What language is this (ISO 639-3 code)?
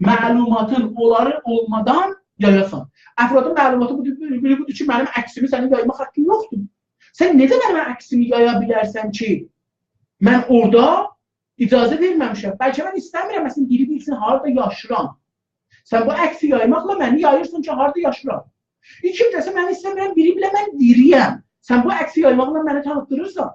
azb